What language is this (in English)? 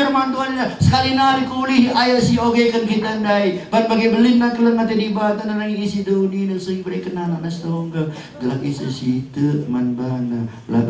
Batak Karo